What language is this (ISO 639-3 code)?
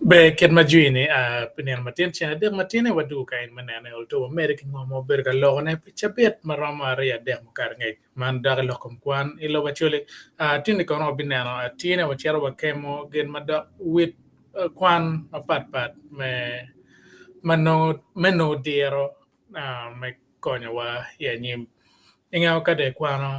ach